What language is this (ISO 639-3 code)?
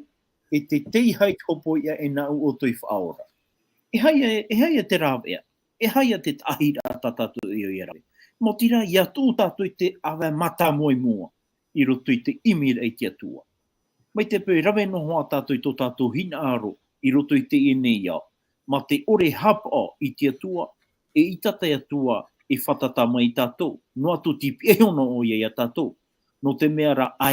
tah